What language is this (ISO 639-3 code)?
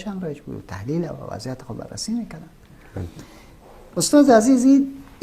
fas